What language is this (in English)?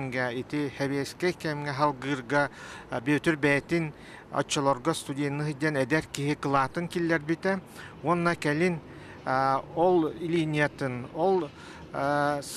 Yakut